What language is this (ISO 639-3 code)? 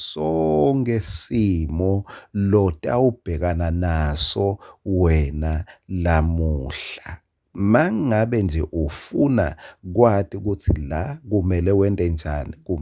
ssw